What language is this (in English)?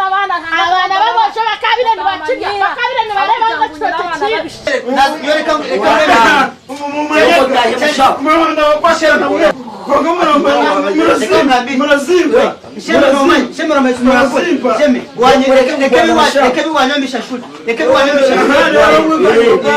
Nyankole